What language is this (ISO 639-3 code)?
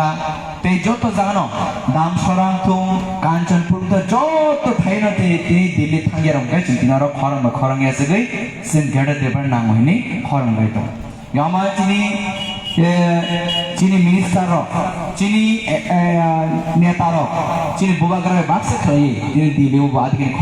trp